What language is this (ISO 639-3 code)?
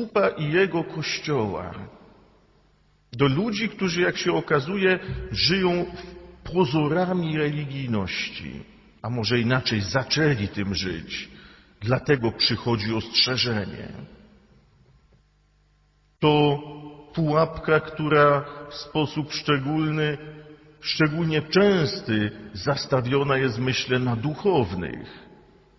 pol